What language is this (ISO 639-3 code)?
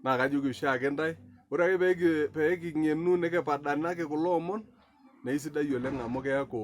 mas